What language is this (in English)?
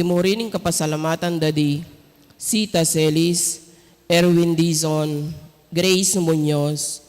Pampanga